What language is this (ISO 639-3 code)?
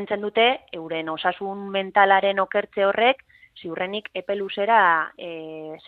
eus